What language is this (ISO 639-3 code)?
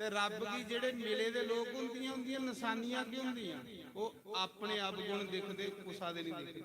doi